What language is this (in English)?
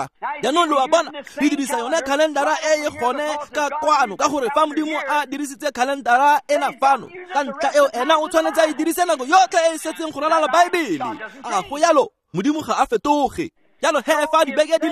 Tswana